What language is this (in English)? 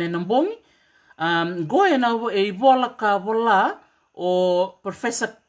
Fijian